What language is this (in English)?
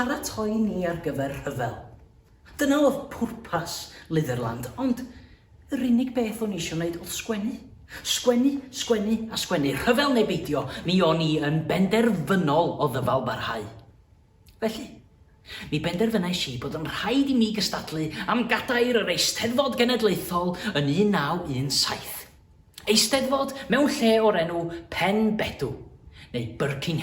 Welsh